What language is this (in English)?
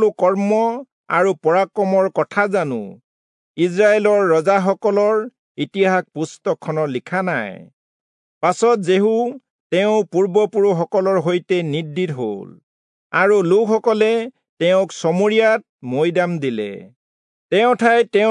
Assamese